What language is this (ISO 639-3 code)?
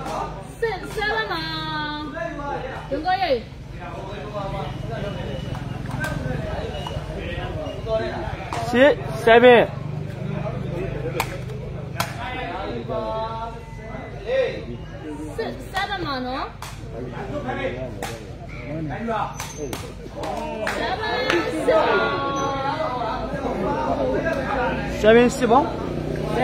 mya